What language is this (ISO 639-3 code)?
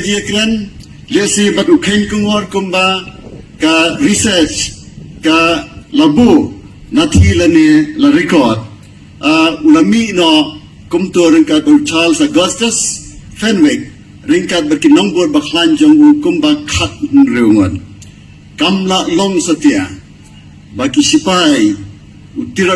kha